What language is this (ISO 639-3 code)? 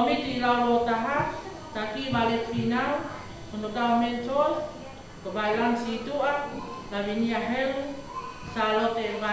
ton